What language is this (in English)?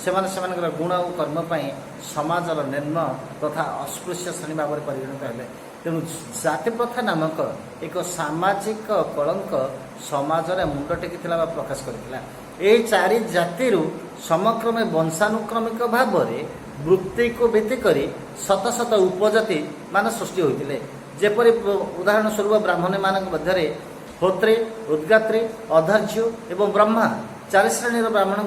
Odia